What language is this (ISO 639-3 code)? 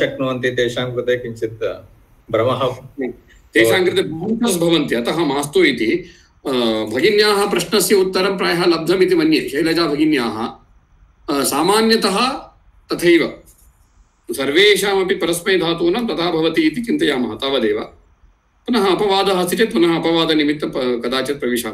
san